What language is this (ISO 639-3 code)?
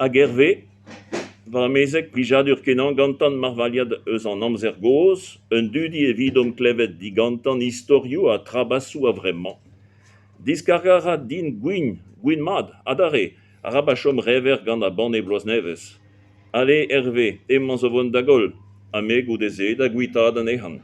bre